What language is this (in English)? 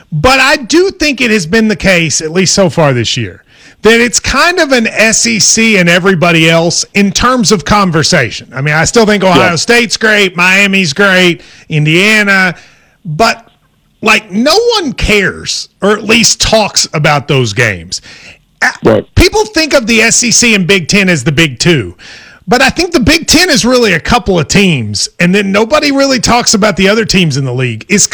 English